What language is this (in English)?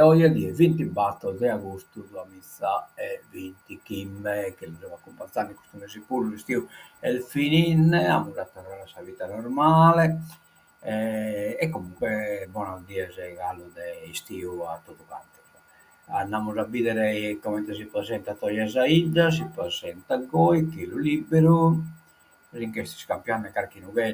Sardinian